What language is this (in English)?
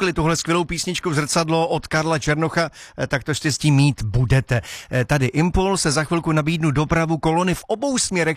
Czech